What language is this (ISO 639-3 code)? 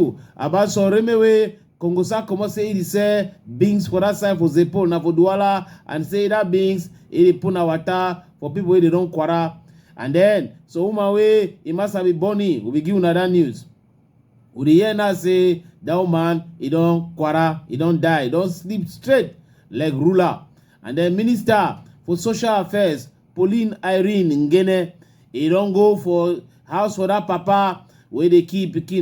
wes